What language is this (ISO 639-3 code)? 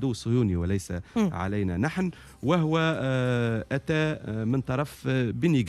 aeb